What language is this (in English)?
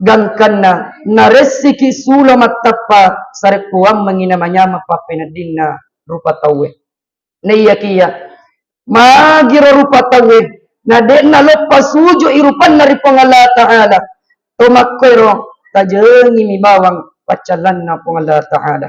Buginese